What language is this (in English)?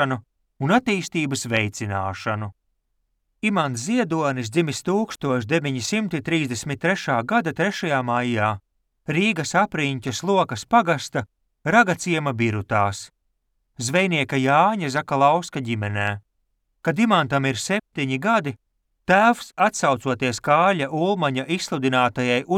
Latvian